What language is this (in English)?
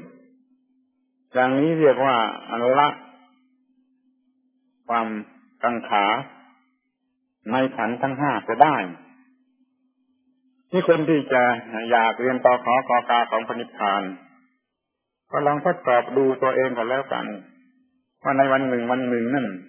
Thai